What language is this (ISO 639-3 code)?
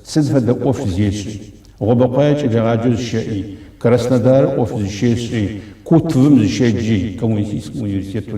ady